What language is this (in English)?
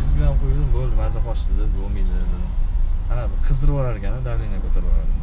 Uzbek